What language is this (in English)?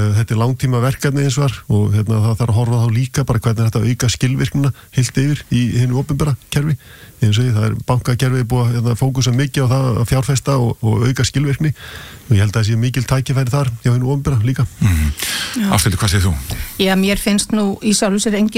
Icelandic